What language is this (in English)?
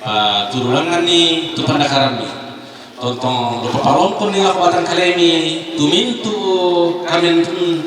Toraja-Sa'dan